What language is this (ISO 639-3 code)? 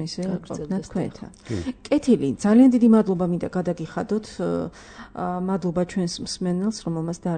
kat